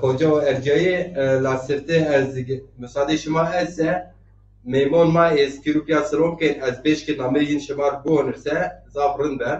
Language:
Zaza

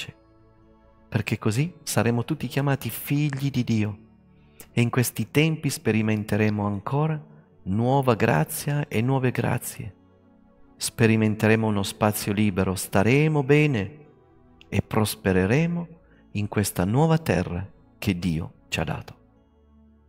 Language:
Italian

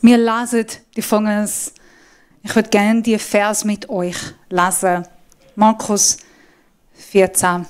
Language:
Swiss German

